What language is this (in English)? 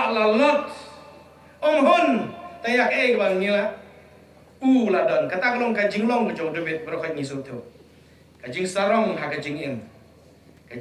Khasi